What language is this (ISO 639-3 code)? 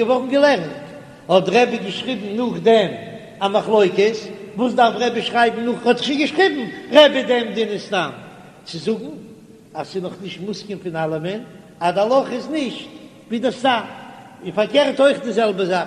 yid